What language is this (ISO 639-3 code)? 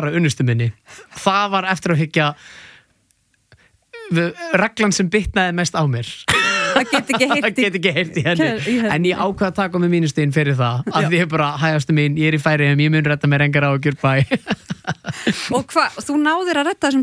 isl